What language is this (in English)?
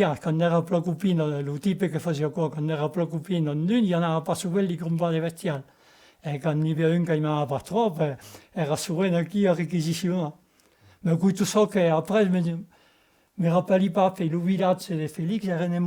Occitan